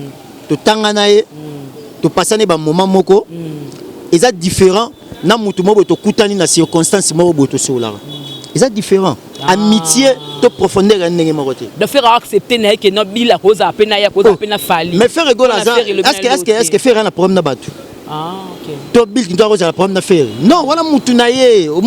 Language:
Lingala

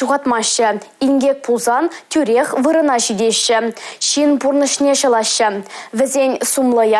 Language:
Chuvash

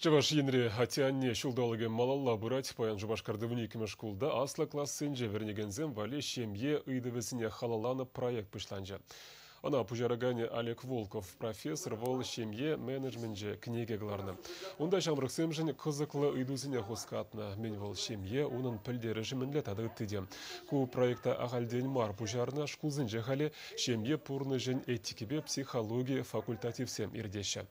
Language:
Chuvash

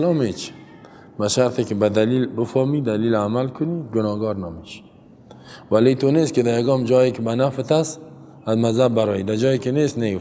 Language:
Persian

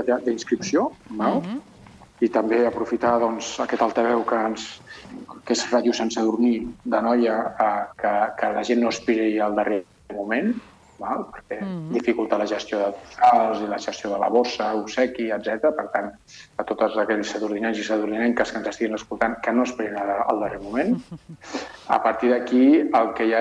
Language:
Catalan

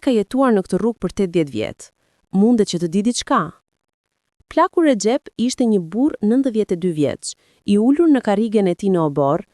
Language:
Albanian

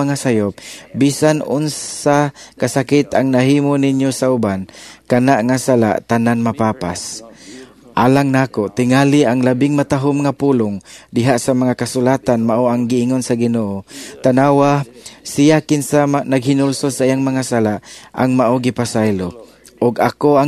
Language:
Cebuano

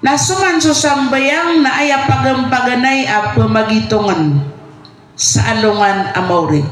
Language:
Maranao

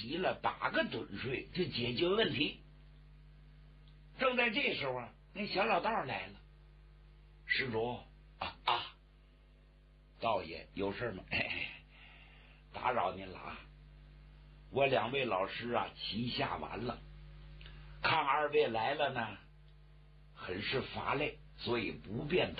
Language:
Chinese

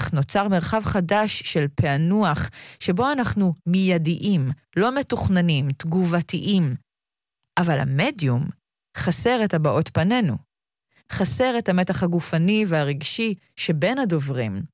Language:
Hebrew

